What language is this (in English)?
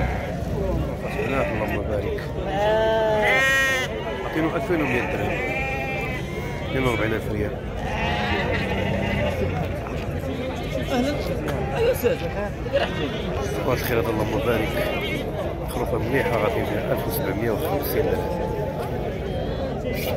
Moroccan Arabic